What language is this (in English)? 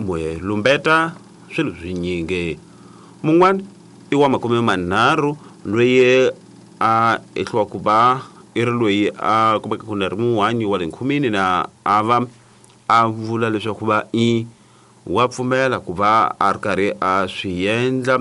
Tsonga